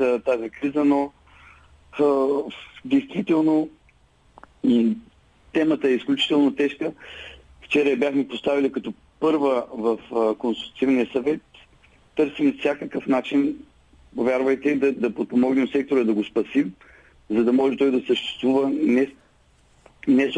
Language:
Bulgarian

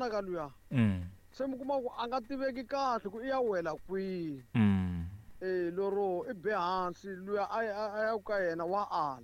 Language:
Tsonga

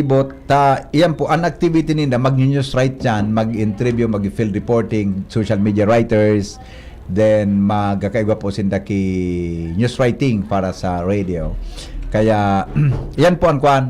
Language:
Bikol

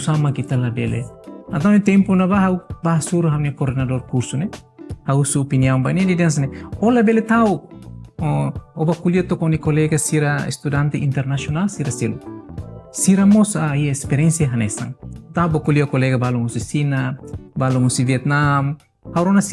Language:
Tetum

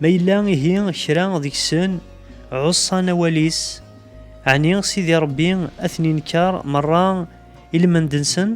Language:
Kabyle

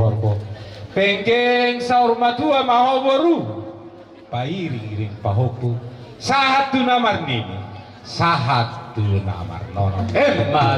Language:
Batak Toba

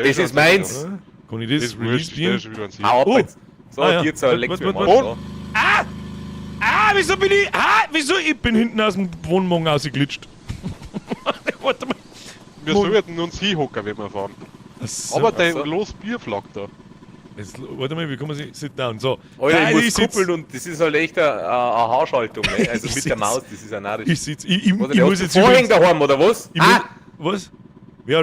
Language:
Bavarian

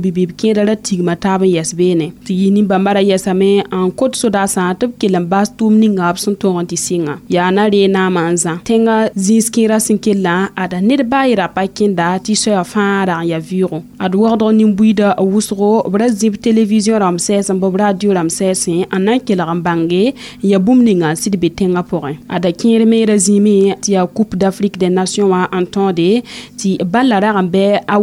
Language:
Mossi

